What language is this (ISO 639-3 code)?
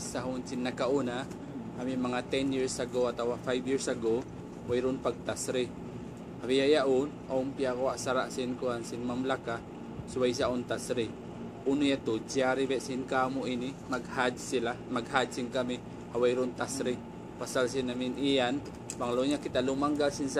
tsg